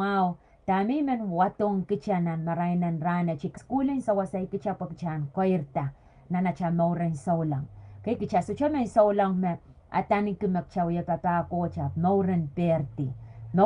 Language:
Pohnpeian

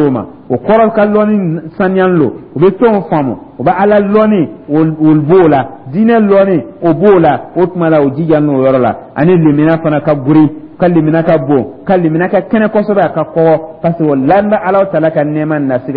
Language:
Dyula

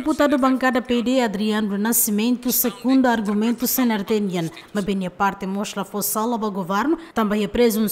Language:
Tetum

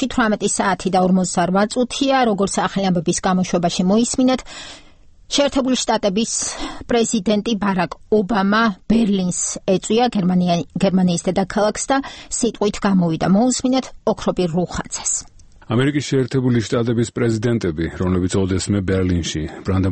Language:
Georgian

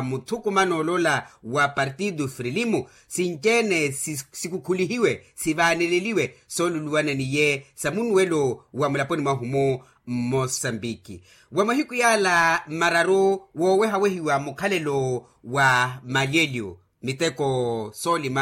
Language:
Makhuwa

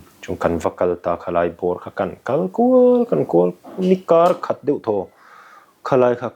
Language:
Mizo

